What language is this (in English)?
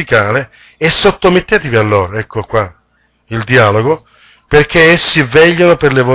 Italian